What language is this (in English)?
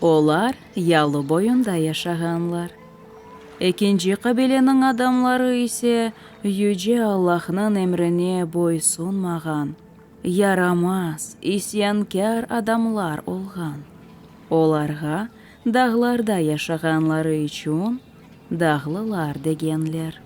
Crimean Tatar